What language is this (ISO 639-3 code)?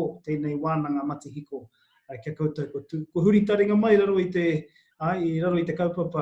mri